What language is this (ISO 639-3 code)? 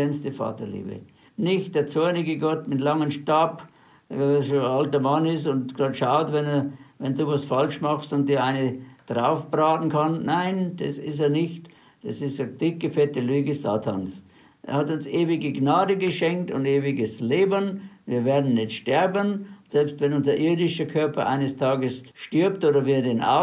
deu